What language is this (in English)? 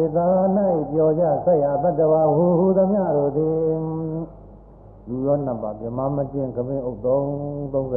Burmese